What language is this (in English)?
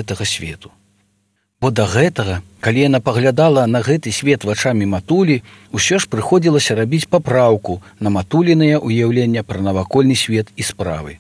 Belarusian